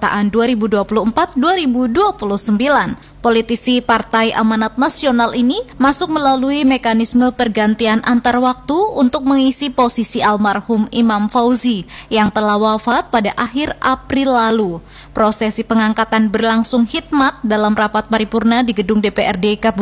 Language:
Indonesian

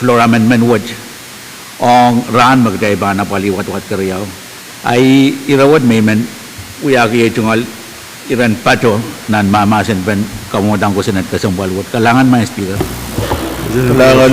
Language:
Pohnpeian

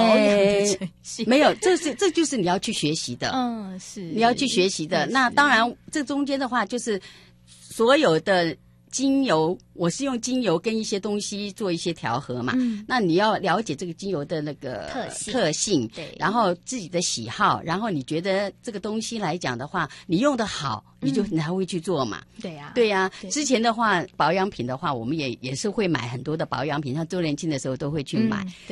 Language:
Chinese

